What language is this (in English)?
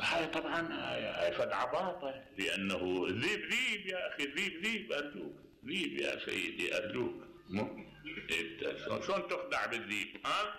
Mesopotamian Arabic